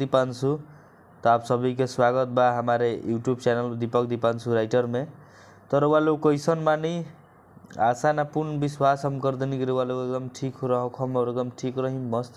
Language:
Bhojpuri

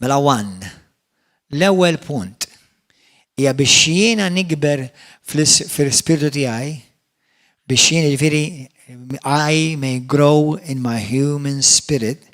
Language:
Maltese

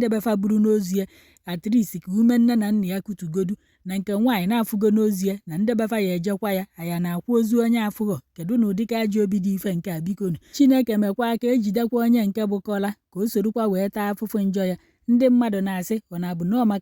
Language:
Igbo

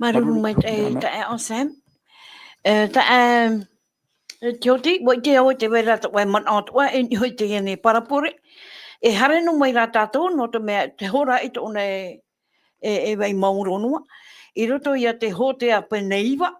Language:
Tahitian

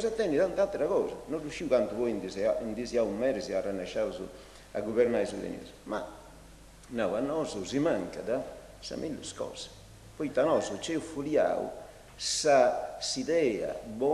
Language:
Sardinian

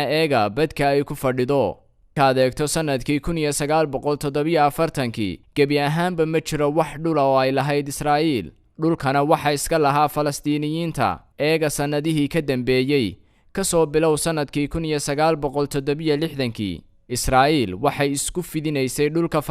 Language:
Somali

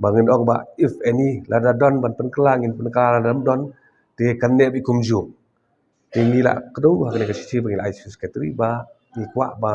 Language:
Khasi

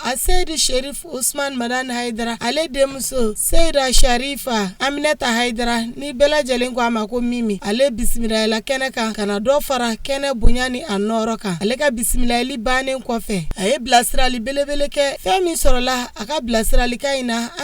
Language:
Bambara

